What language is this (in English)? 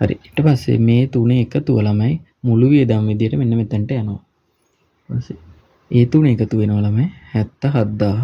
Sinhala